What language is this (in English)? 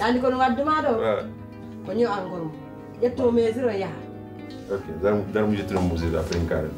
Pular